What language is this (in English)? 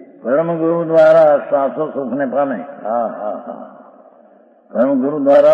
Gujarati